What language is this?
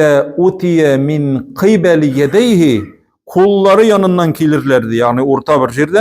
Tatar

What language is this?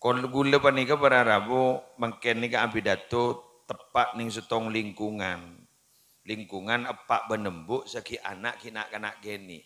Madurese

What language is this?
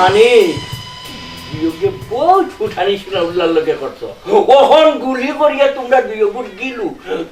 Sylheti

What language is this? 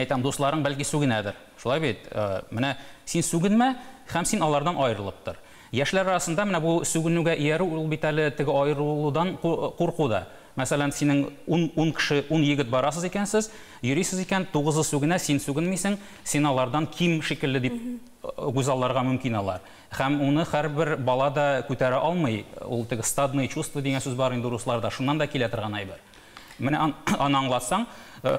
Tatar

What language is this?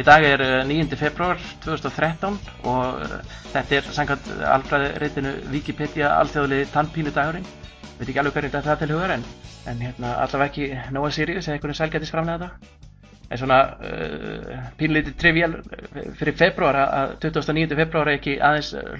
Icelandic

